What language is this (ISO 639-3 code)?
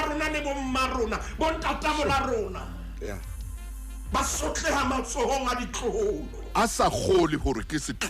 sot